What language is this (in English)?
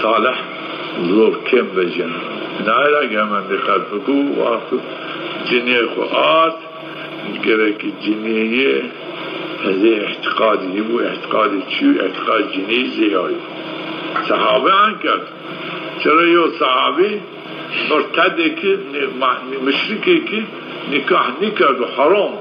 Zaza